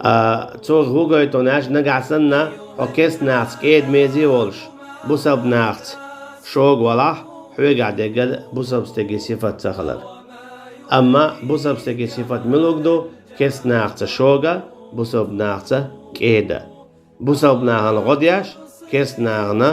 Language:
Chechen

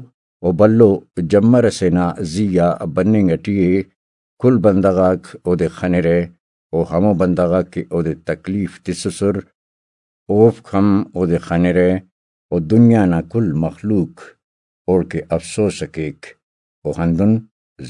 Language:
Brahui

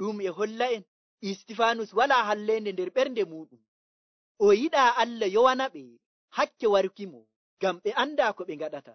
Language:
Nigerian Fulfulde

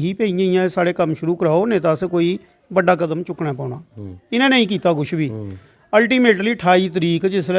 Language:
Dogri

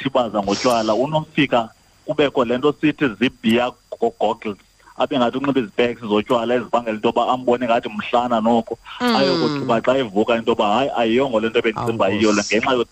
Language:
Xhosa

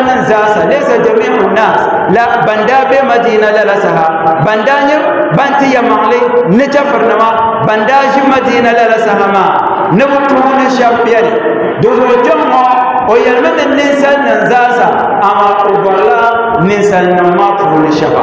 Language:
Dagbani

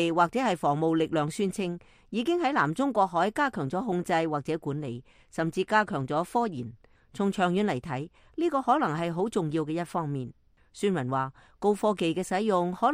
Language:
Cantonese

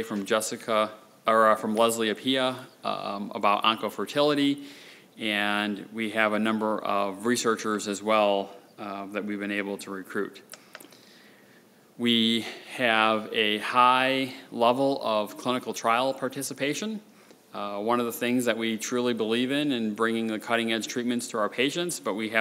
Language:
English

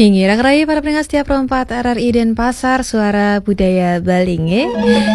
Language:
Balinese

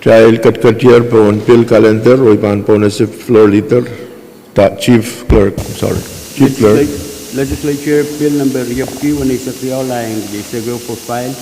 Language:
Pohnpeian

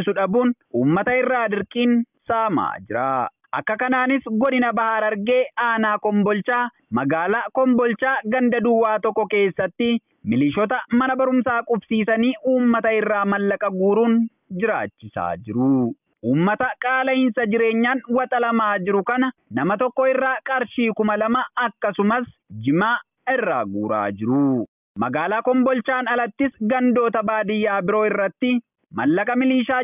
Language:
Oromo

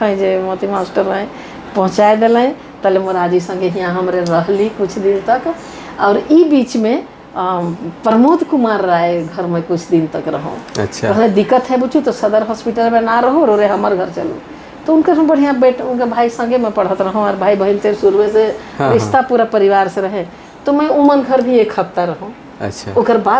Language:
Sadri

